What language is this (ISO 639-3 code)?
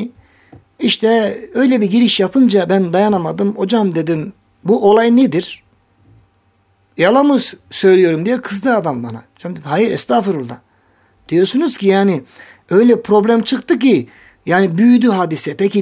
tur